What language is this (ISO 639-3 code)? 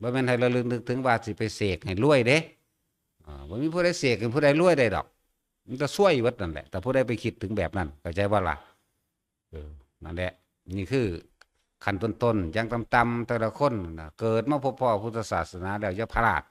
tts